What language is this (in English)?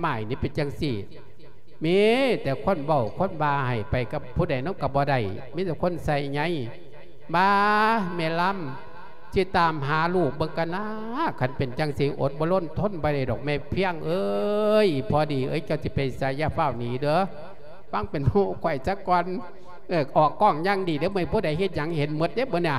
Lao